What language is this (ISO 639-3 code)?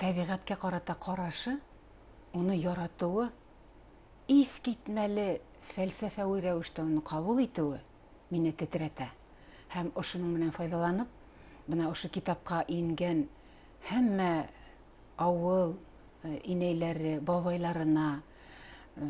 bak